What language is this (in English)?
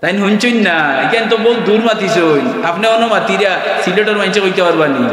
Sylheti